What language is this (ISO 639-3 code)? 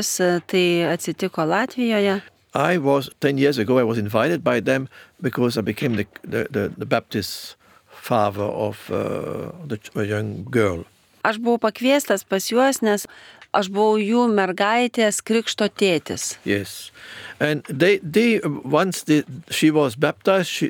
lit